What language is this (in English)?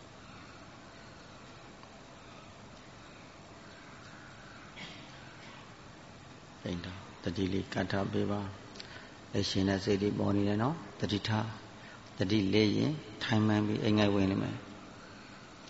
Burmese